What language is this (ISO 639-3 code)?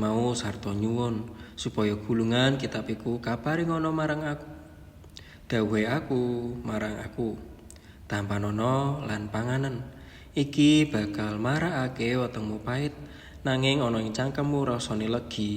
jav